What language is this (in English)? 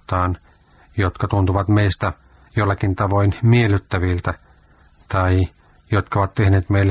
Finnish